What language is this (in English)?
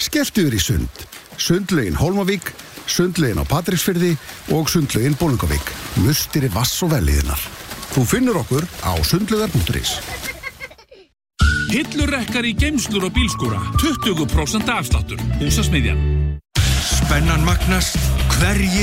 Icelandic